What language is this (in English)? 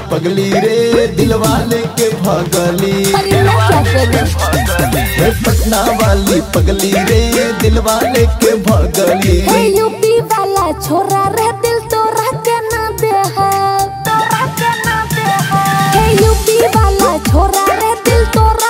Bhojpuri